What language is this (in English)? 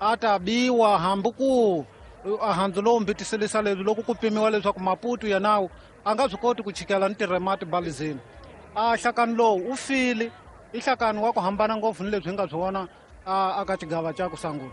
Tsonga